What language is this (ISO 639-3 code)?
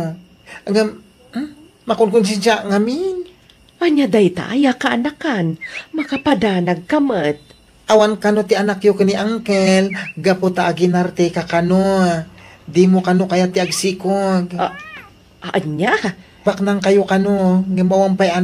ilo